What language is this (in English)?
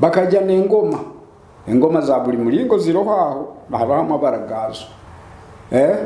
Nyoro